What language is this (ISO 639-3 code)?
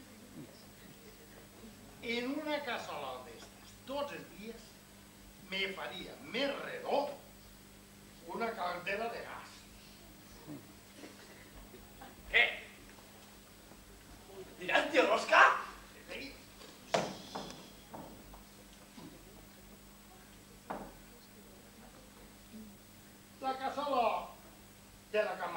cat